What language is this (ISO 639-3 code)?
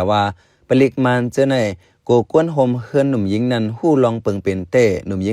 shn